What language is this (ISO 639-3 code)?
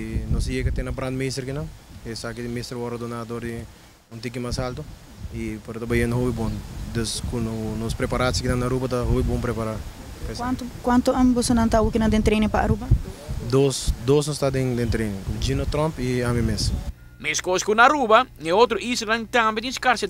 pap